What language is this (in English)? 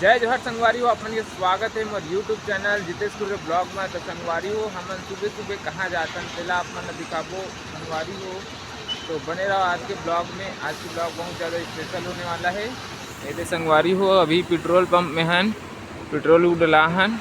Chhattisgarhi